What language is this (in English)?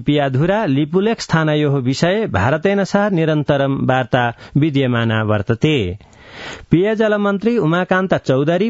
Sanskrit